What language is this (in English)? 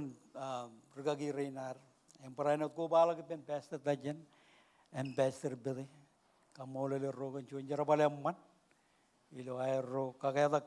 Marshallese